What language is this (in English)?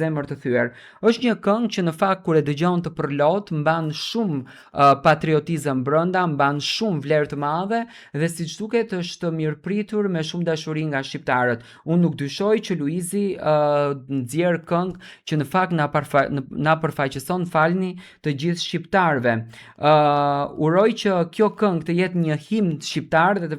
Albanian